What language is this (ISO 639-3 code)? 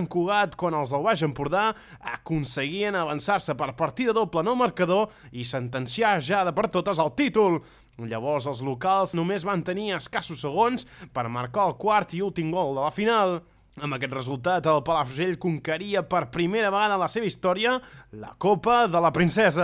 cat